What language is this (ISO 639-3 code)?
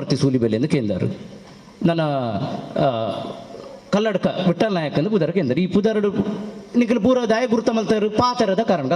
tcy